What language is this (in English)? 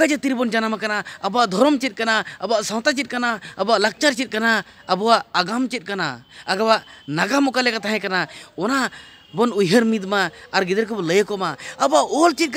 Santali